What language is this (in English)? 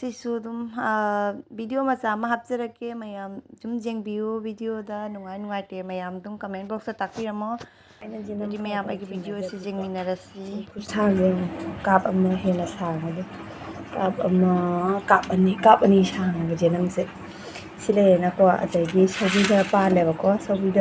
Manipuri